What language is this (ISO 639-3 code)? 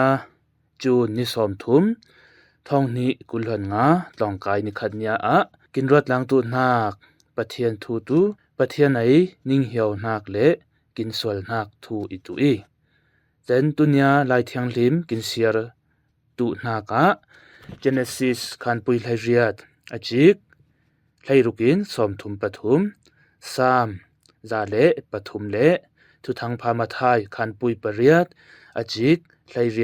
cfm